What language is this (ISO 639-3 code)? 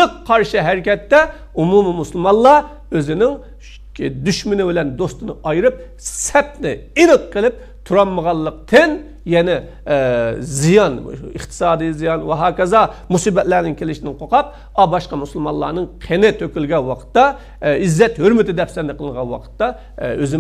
uig